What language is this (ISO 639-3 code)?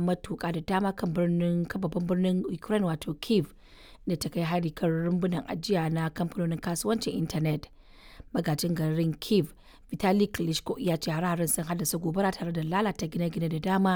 hau